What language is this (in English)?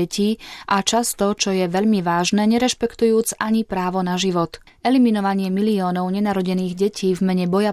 Slovak